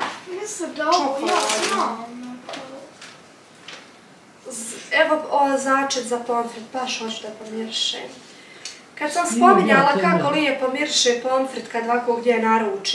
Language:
Bosnian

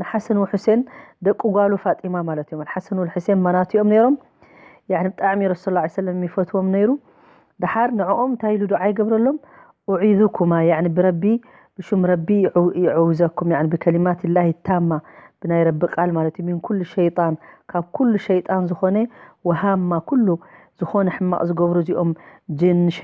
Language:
Tigrinya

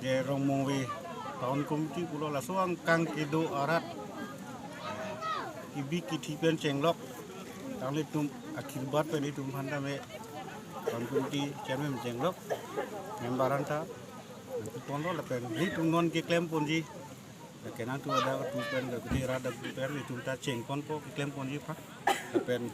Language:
Karbi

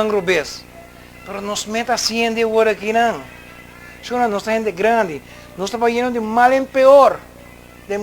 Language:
Papiamento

